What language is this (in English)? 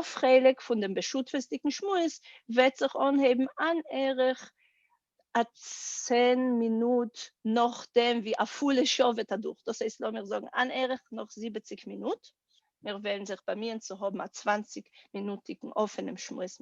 Yiddish